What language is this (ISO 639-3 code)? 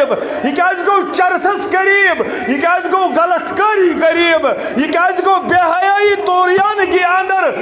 kas